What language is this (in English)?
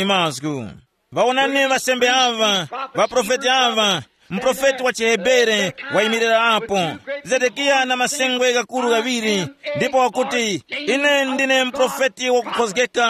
Tumbuka